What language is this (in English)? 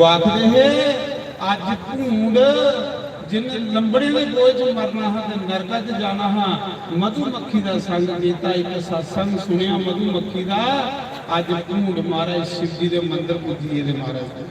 Dogri